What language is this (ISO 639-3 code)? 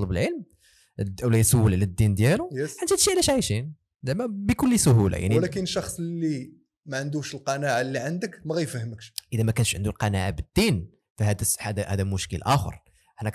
ary